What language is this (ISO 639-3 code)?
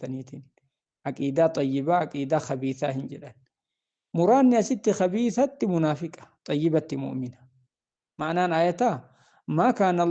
orm